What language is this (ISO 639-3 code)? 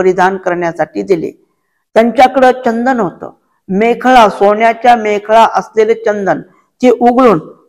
mar